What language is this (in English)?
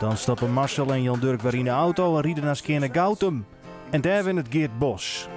Western Frisian